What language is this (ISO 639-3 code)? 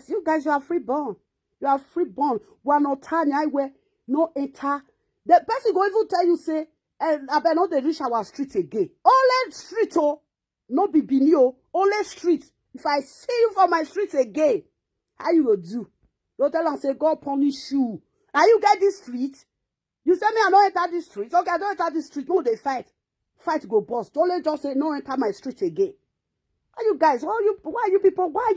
pcm